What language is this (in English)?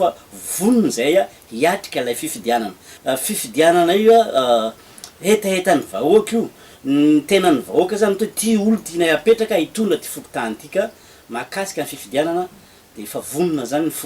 Malagasy